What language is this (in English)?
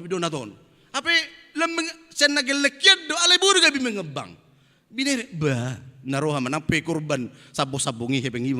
Batak Toba